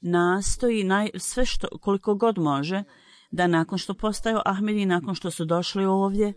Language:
Bosnian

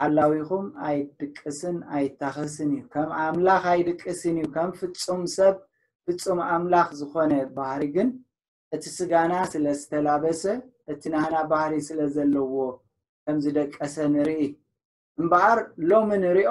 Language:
Tigrinya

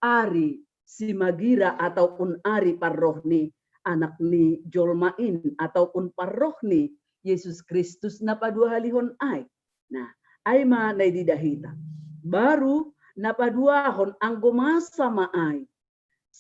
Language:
Batak Simalungun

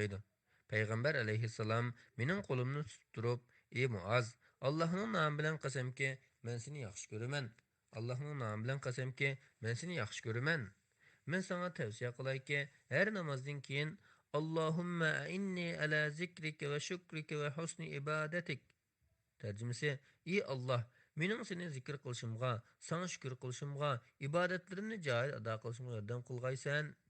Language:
Uyghur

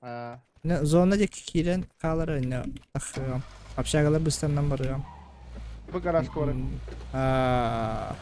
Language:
Yakut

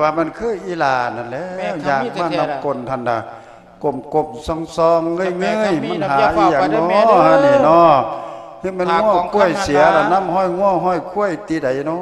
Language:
Lao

